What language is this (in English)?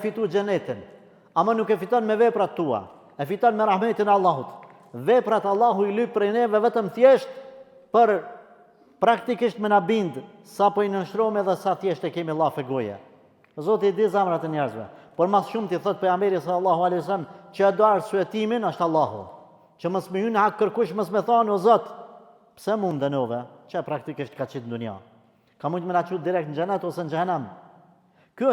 Albanian